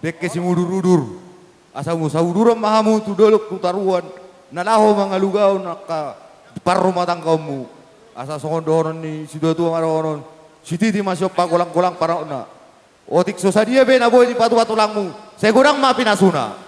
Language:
Batak Toba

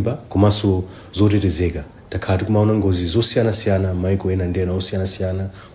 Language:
Nyanja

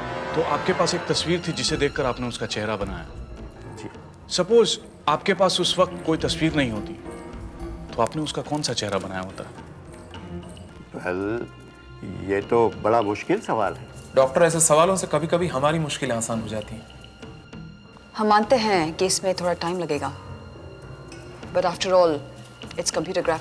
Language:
Hindi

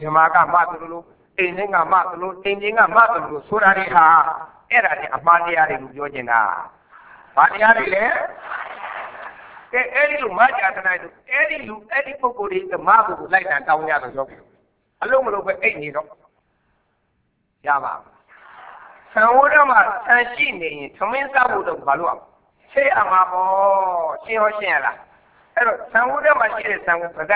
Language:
Burmese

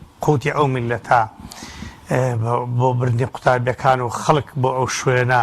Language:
Central Kurdish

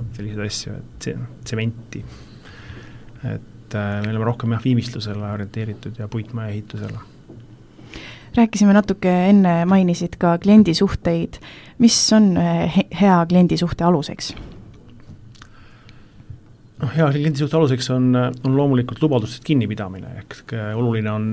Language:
Estonian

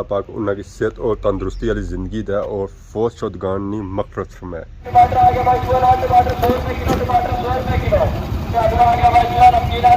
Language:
Pahari-Potwari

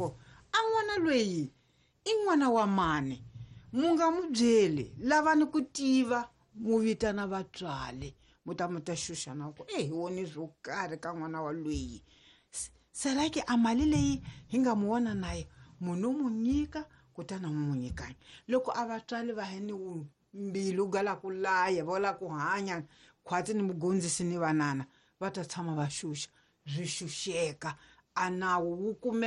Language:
Tsonga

